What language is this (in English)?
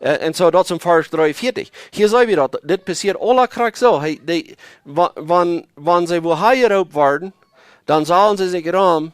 Plautdietsch